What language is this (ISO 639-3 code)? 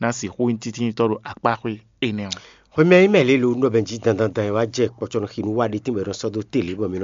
fon